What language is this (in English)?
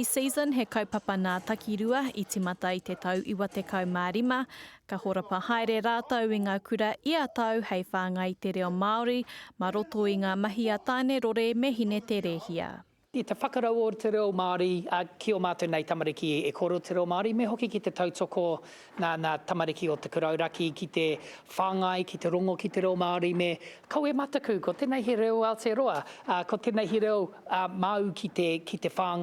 Māori